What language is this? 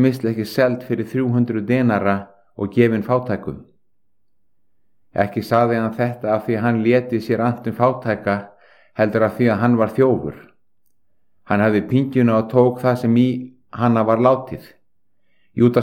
Icelandic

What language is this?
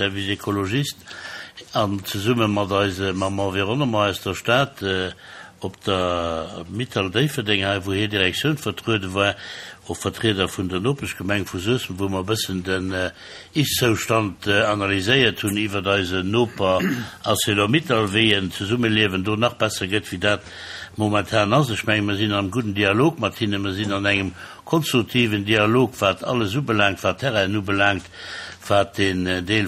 Luxembourgish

